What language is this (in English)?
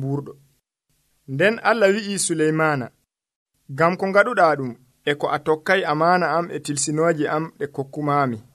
Nigerian Fulfulde